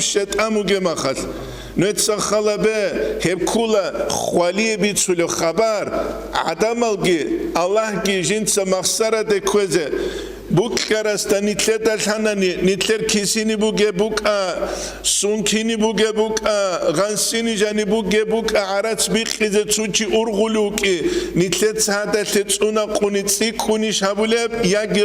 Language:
Avaric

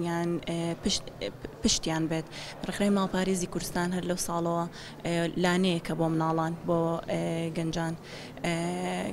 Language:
Central Kurdish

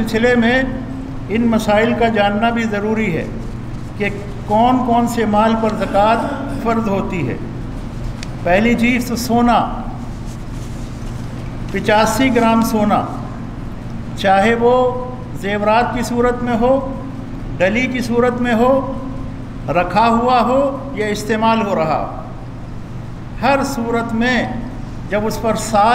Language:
Urdu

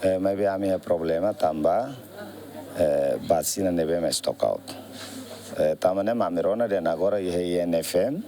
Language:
Tetum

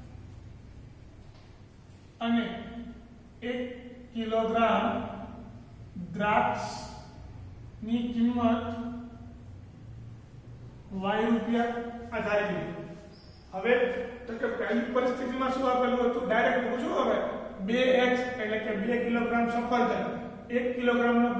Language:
Gujarati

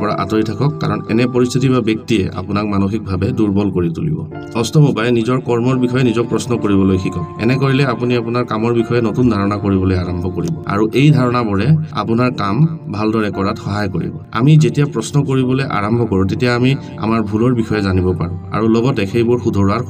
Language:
Assamese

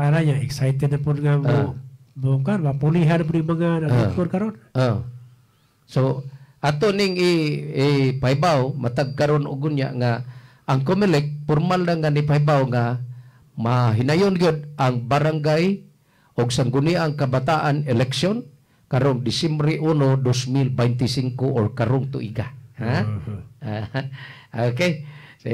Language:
Cebuano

